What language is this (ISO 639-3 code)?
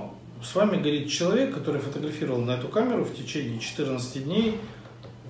rus